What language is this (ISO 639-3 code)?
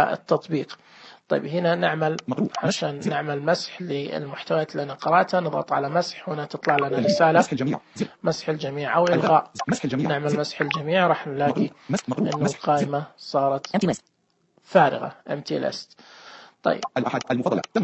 ars